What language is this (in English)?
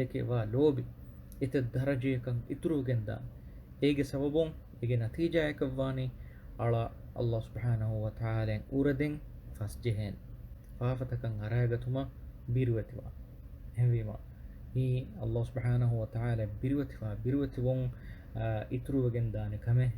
Divehi